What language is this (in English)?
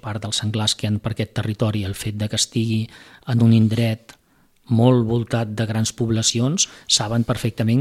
Catalan